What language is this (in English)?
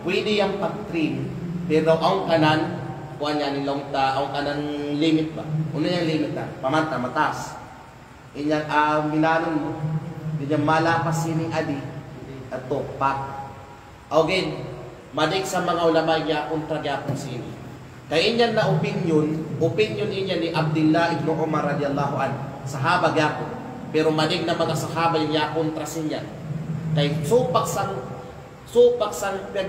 Kalagan